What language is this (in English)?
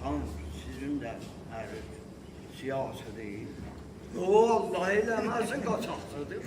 South Azerbaijani